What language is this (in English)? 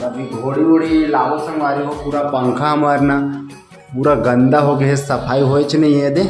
Chhattisgarhi